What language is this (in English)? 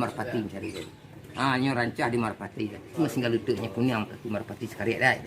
Minangkabau